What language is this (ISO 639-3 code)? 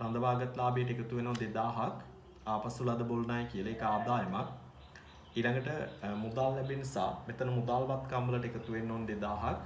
sin